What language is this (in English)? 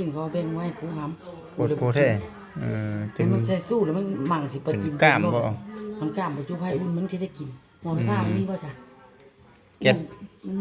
Lao